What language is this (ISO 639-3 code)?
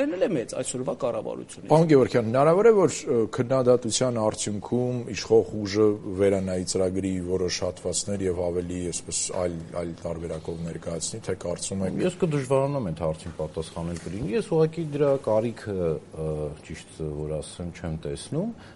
hye